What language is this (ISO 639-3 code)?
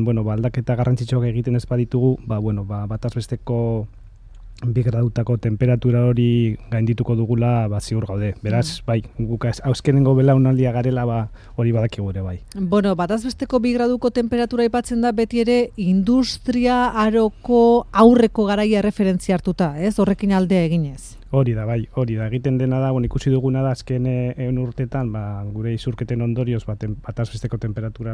eus